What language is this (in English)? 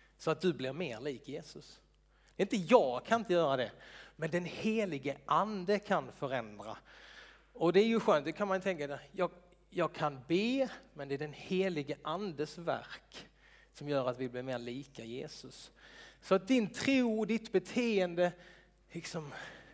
Swedish